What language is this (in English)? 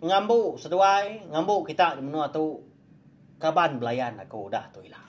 Iban